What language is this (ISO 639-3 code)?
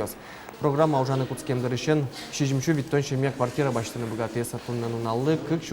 udm